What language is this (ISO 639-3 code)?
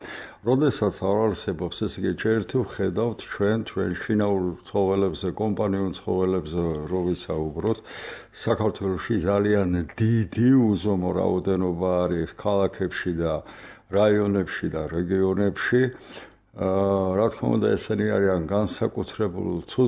kat